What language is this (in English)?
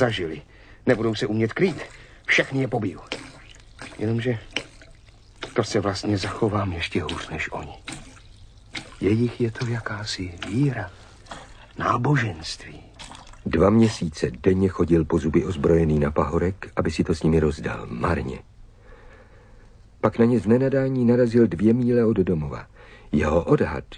Czech